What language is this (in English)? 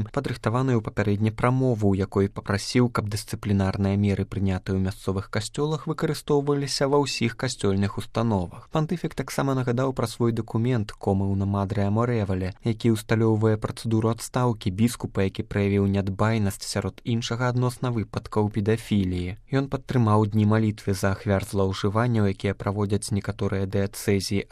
Belarusian